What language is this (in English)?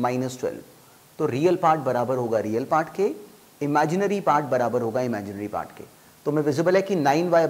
Hindi